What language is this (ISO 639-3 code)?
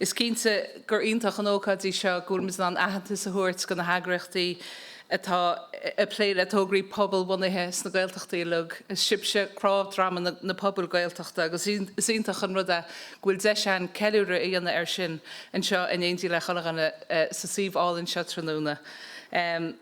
gle